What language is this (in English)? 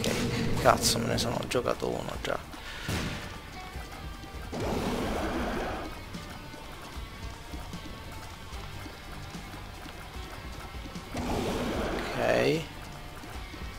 Italian